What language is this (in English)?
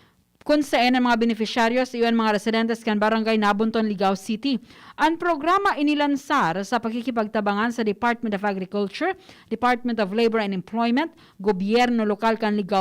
Bikol